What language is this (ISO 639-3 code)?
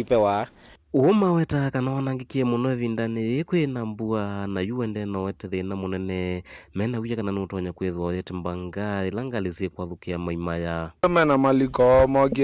kam